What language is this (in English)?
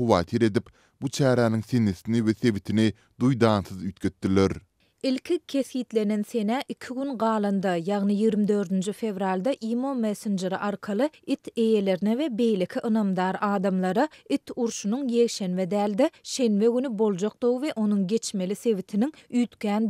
Turkmen